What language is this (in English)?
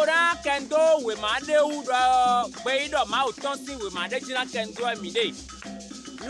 Fon